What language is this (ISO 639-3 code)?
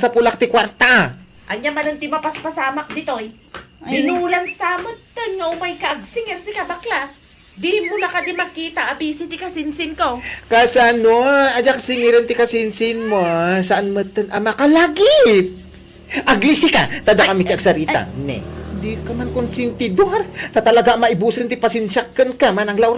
ilo